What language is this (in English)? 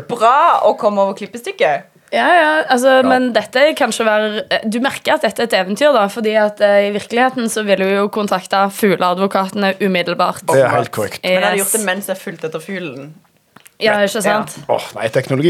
Norwegian